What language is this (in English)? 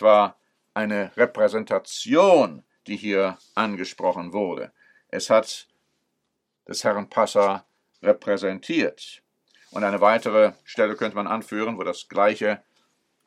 German